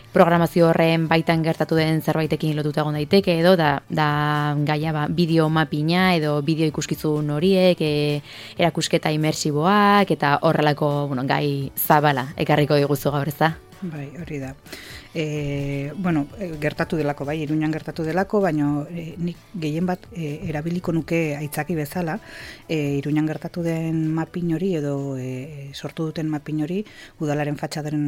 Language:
Basque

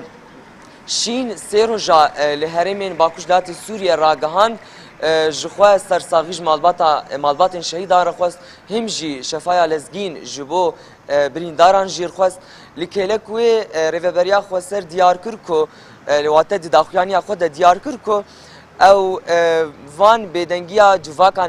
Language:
Kurdish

